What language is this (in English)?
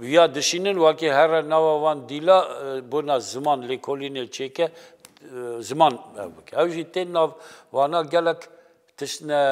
Kurdish